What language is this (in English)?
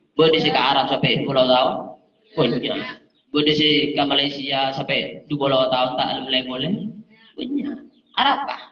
Madurese